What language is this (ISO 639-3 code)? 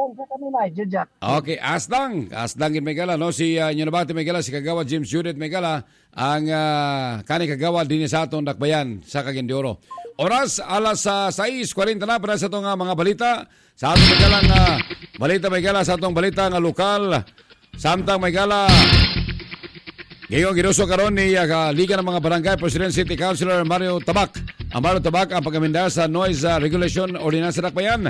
ceb